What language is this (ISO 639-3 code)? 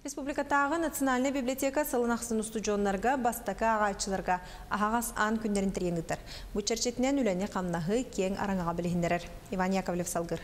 sah